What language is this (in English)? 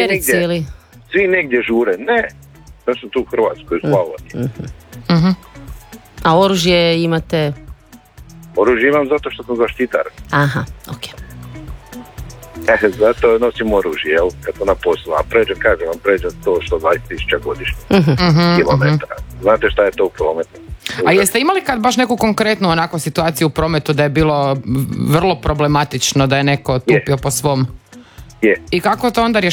Croatian